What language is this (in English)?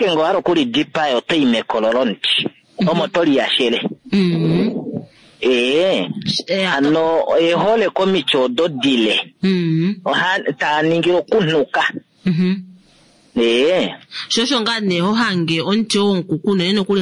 Kuanyama